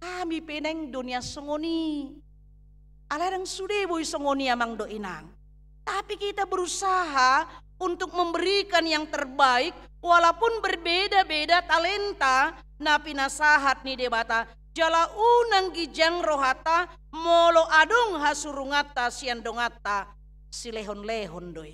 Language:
Batak Toba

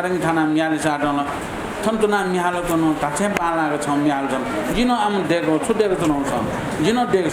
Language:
Newari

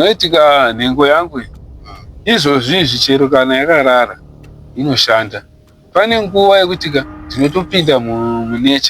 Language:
Shona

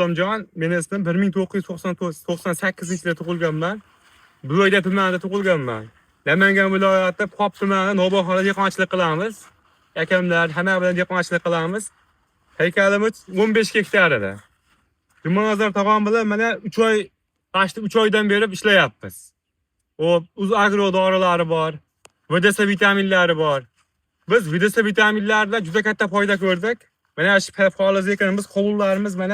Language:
Uzbek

